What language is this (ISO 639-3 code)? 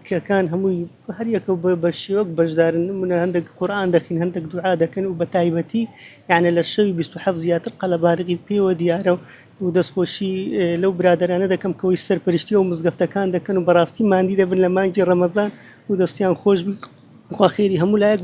ckb